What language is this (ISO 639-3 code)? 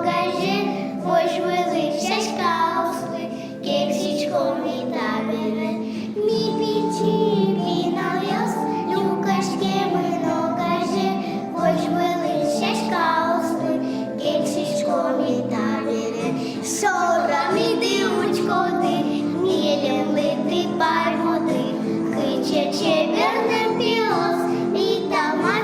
udm